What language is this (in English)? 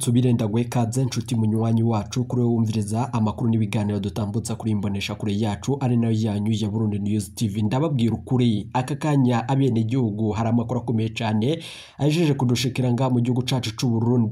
Rundi